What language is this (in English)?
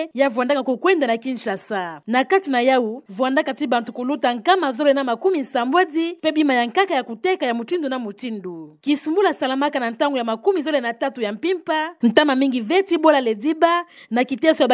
Kituba (Democratic Republic of Congo)